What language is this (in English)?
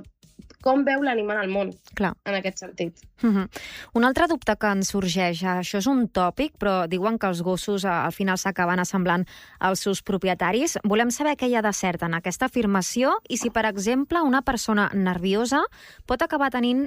Catalan